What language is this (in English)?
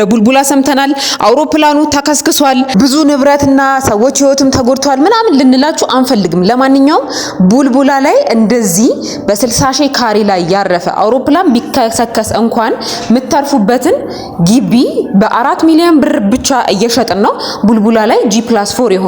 Amharic